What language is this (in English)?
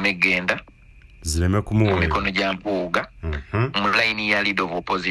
Ganda